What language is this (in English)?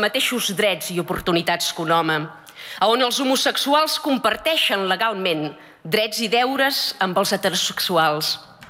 Catalan